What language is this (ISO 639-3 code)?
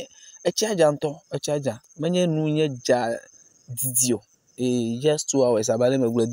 ewe